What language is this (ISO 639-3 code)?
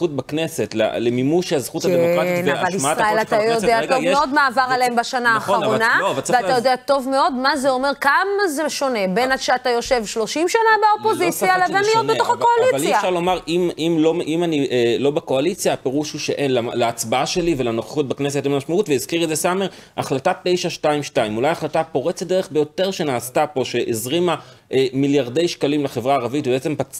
heb